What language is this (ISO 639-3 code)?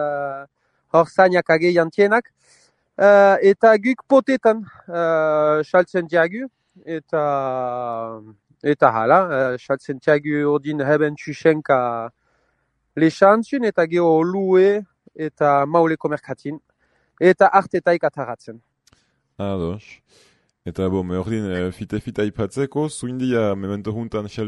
eus